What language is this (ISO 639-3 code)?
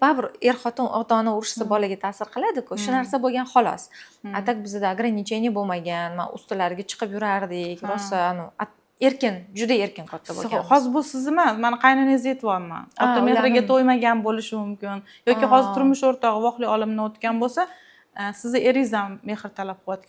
uzb